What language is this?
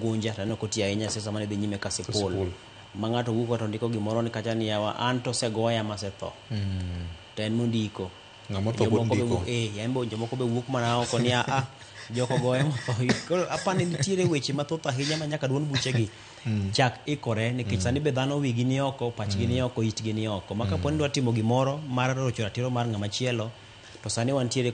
Luo (Kenya and Tanzania)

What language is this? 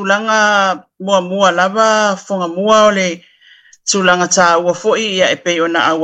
Samoan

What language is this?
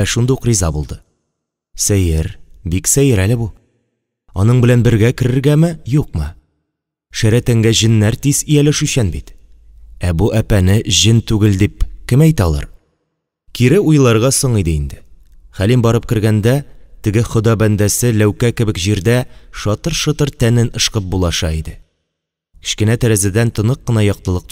Tatar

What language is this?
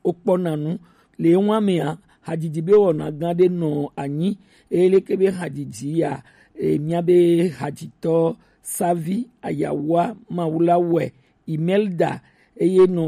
Gen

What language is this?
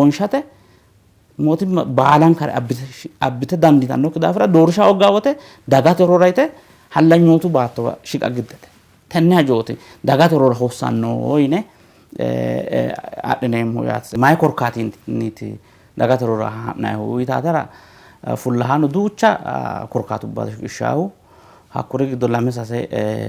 Sidamo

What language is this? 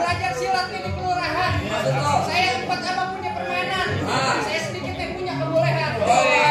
Betawi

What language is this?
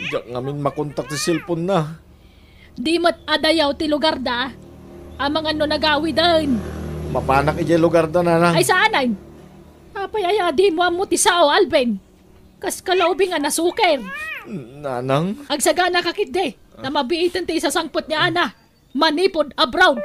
Iloko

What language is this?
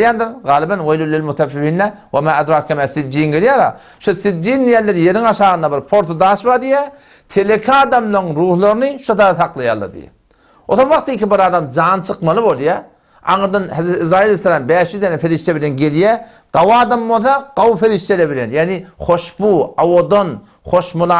Turkmen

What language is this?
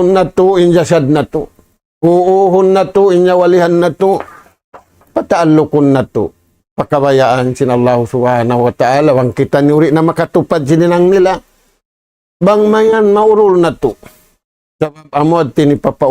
Tausug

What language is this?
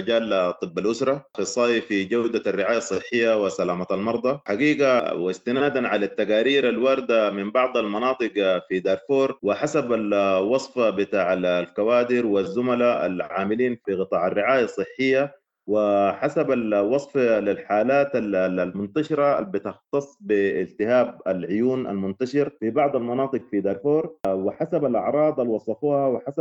Sudanese Arabic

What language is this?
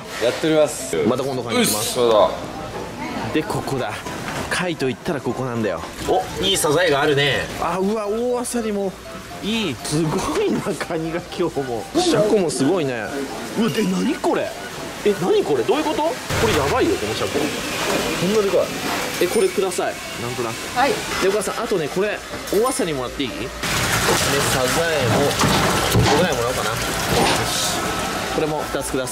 Japanese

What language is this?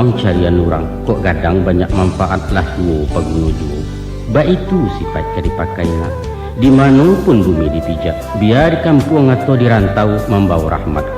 Minangkabau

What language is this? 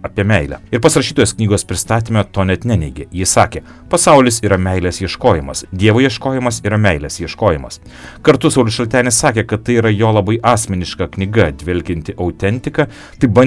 Lithuanian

